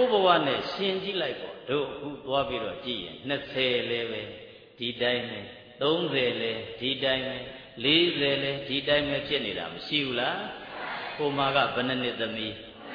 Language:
Burmese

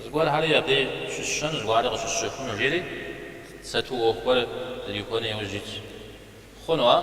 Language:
Kabardian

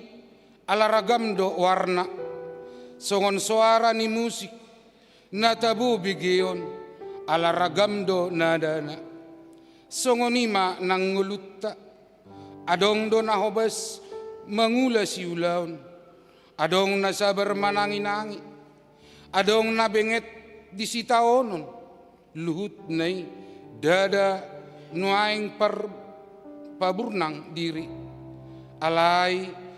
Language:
Batak Toba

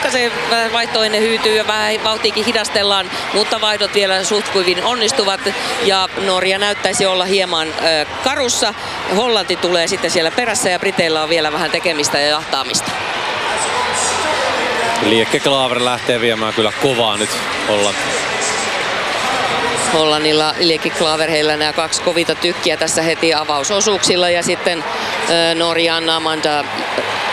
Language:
Finnish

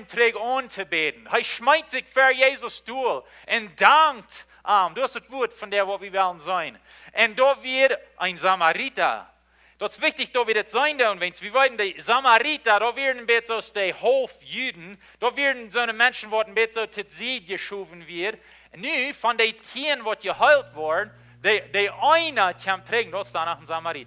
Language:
Plautdietsch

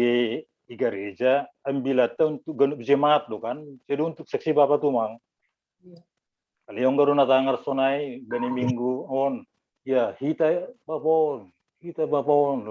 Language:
Batak Simalungun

